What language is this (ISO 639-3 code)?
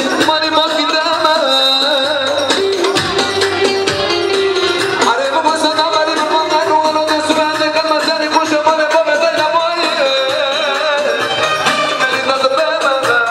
tur